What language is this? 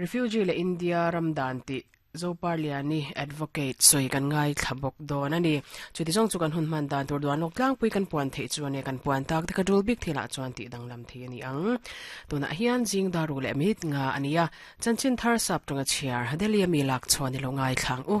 Mizo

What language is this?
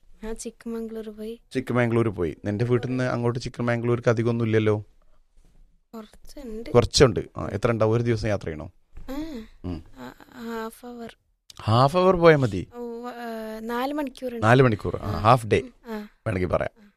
Malayalam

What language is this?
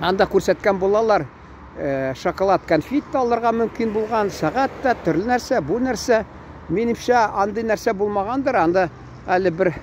Tatar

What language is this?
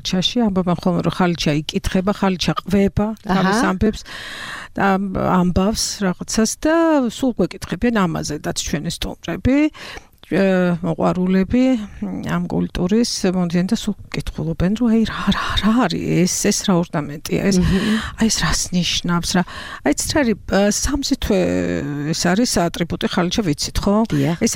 Georgian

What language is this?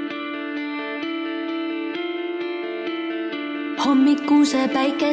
Estonian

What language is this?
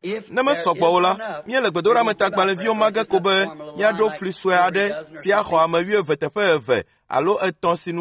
Ewe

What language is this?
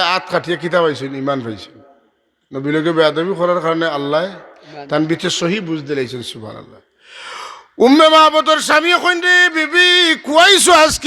Sylheti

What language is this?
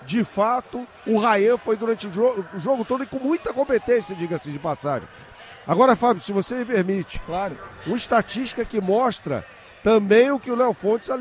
Portuguese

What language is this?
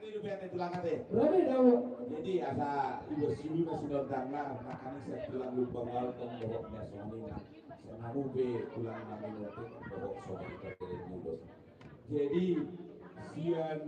Batak Toba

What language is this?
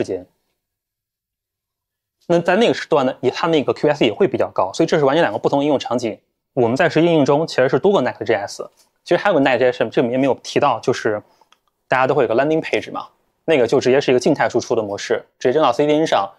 Chinese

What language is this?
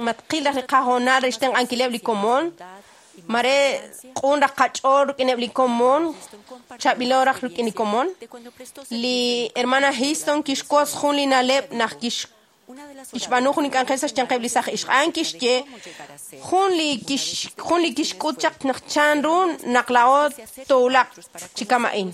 Kekchí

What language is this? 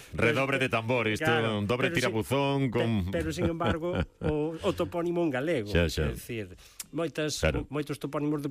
Galician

